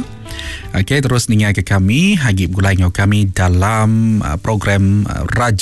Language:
Iban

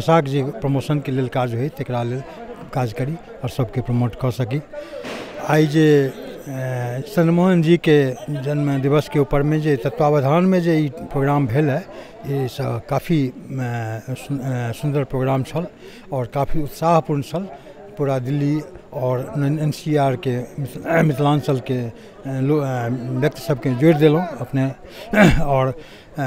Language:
Maithili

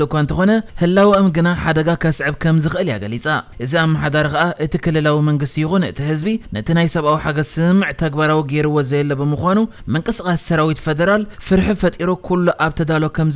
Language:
Tigrinya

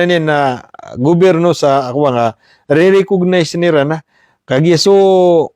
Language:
Maranao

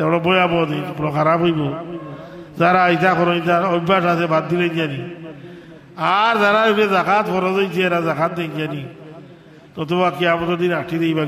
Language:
Sylheti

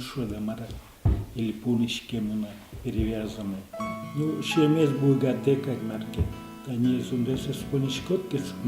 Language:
Udmurt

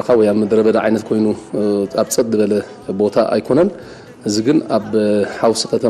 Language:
Tigrinya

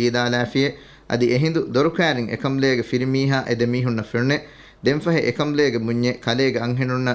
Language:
Divehi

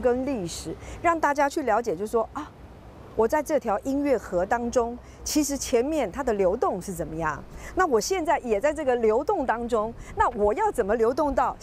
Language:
Chinese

